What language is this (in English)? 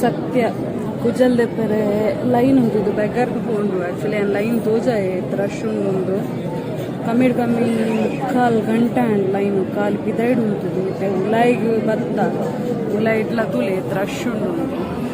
Tulu